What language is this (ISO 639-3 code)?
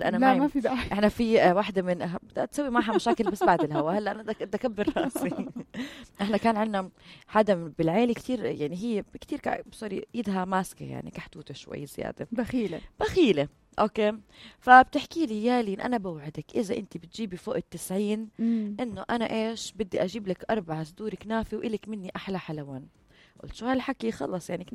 apc